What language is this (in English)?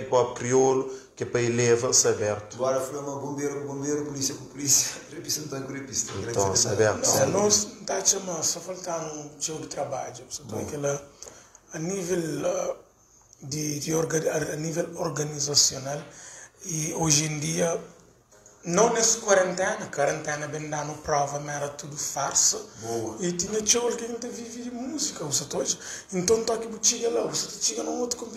Kabuverdianu